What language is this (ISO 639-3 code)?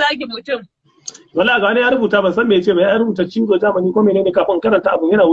hau